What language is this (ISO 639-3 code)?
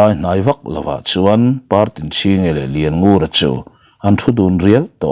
lus